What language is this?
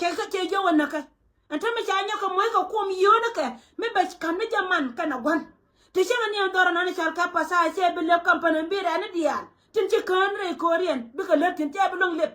Nuer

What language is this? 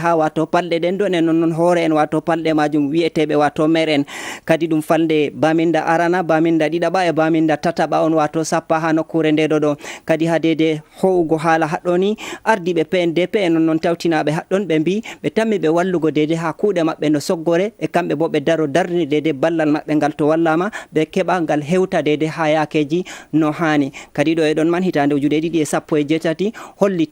Fula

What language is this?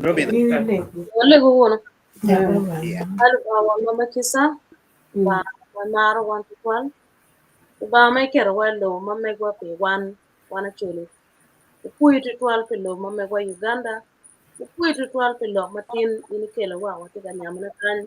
Acoli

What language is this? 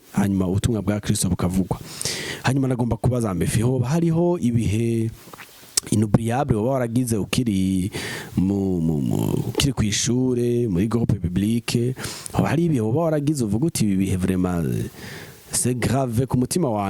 Rundi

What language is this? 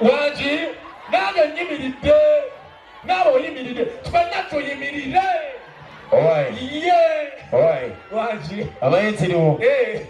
Ganda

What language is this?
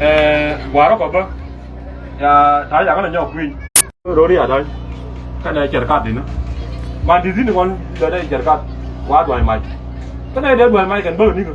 Nuer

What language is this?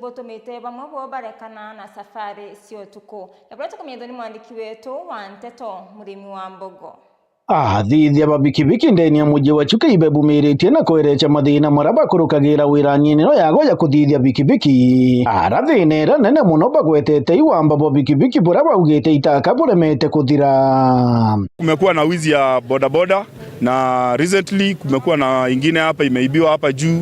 Meru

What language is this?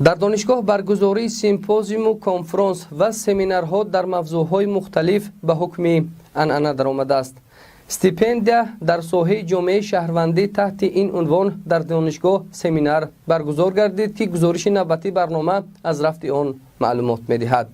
Tajik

